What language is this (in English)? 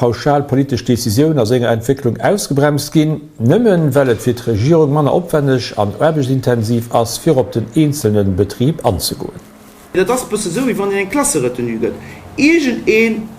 Luxembourgish